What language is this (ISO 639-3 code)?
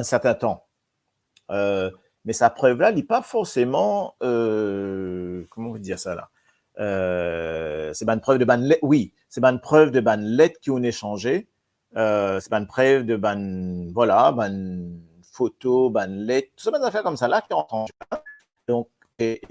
mfe